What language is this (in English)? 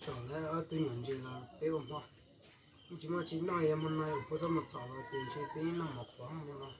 Hmong